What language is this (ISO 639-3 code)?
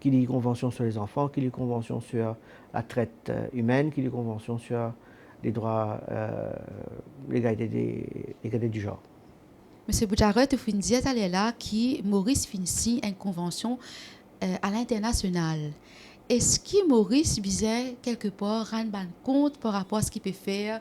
mfe